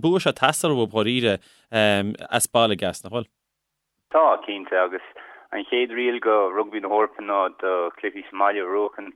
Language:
Irish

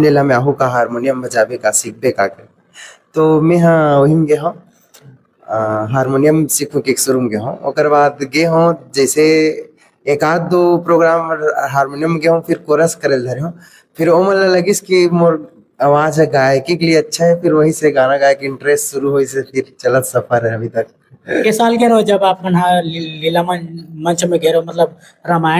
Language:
Chhattisgarhi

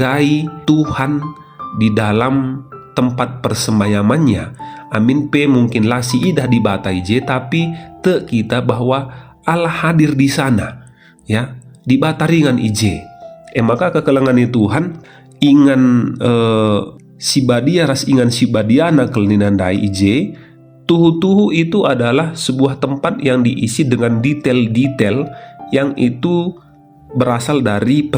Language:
Batak Karo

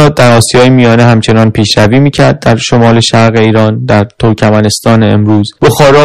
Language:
Persian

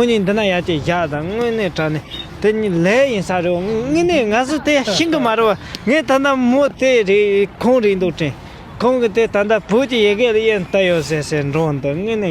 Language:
Tibetan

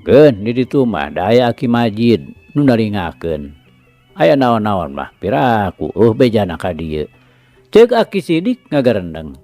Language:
Sundanese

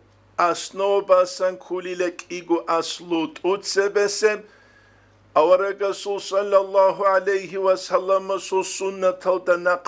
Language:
Avaric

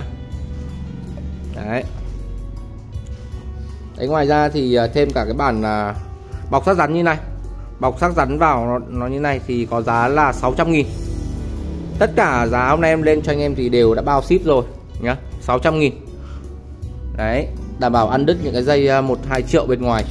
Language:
Vietnamese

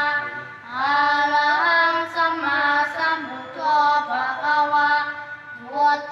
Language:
Pali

